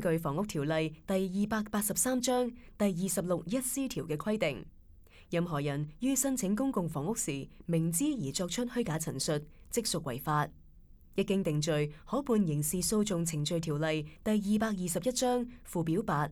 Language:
Cantonese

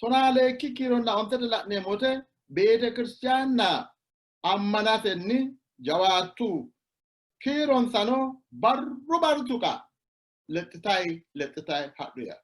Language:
Sidamo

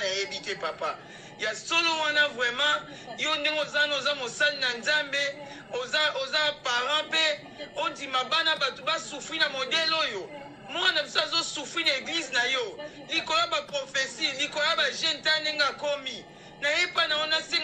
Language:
Lingala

